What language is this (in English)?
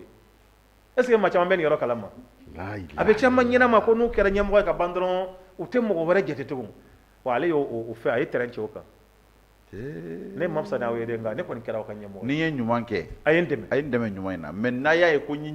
Bambara